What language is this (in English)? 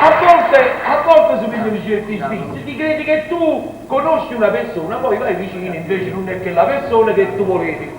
Neapolitan